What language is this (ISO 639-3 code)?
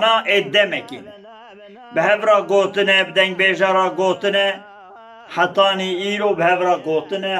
kur